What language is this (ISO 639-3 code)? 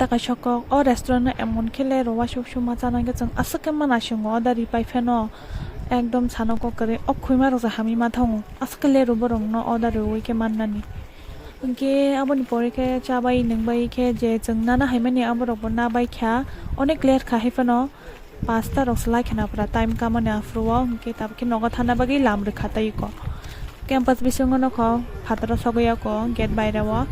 trp